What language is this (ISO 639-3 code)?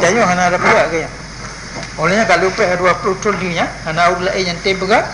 ace